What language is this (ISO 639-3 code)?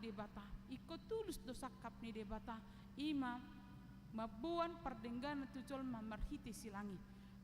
bbc